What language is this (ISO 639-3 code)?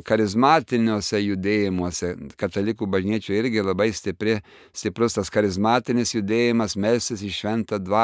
lit